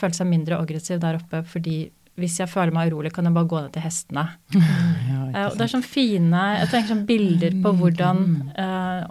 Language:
Norwegian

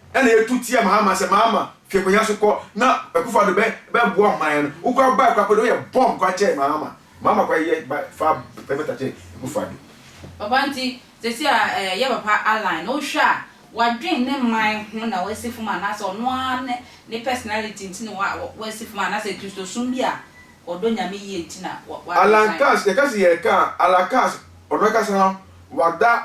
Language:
Akan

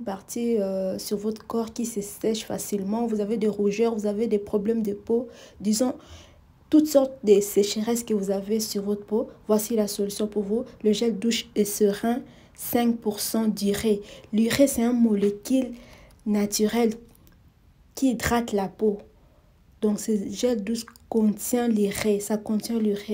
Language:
French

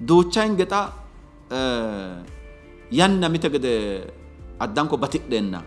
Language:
Sidamo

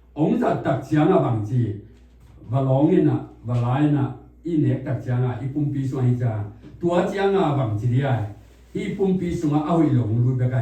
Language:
Tedim Chin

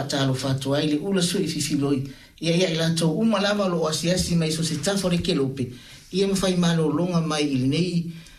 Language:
Samoan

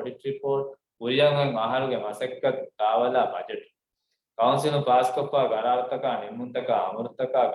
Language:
Divehi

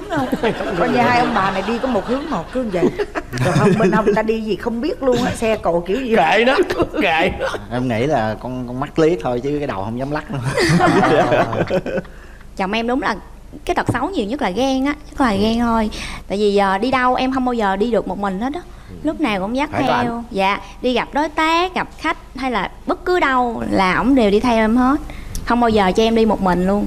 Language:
Vietnamese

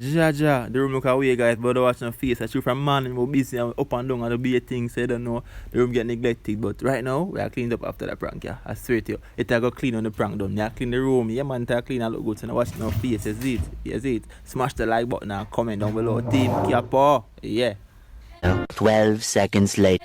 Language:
Jamaican Creole English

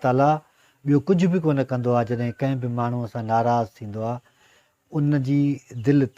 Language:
Sindhi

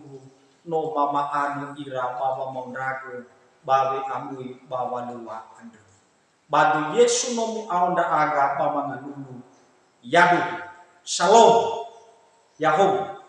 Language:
Nias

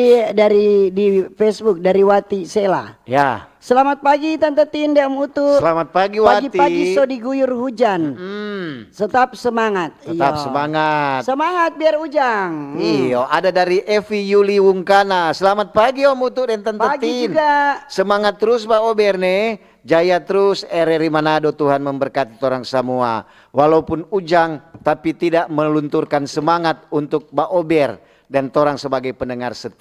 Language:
Manado Malay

